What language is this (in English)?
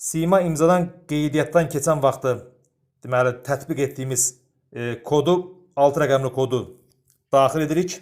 Azerbaijani